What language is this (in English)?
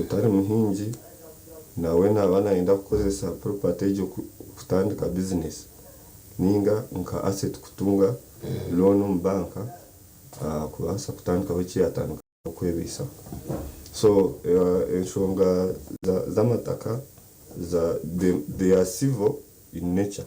Nyankole